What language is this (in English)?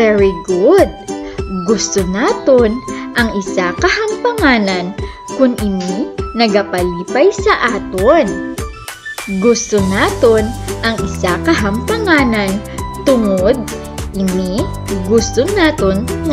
Hiligaynon